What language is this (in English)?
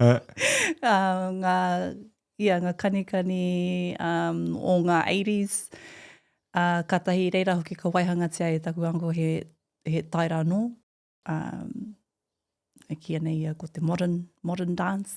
Māori